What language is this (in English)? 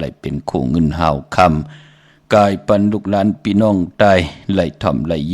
Shan